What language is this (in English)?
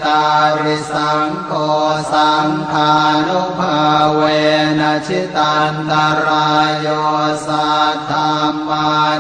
Pali